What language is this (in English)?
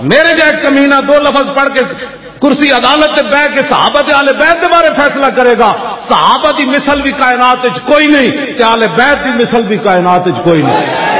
Western Panjabi